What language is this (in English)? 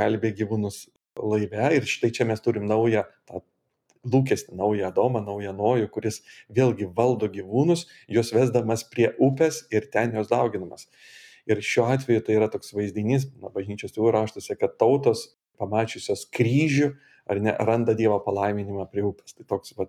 Lithuanian